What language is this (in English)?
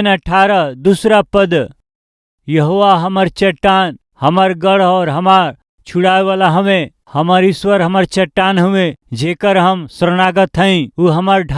Bhojpuri